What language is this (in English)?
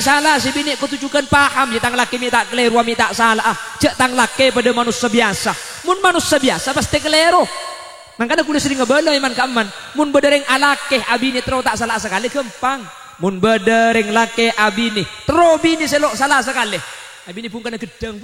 Madurese